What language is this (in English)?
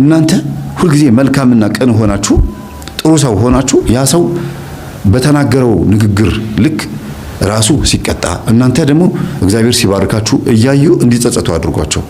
Amharic